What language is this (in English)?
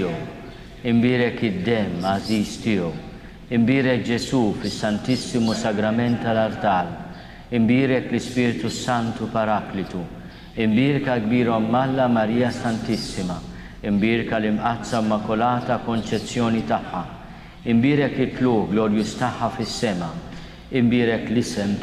Maltese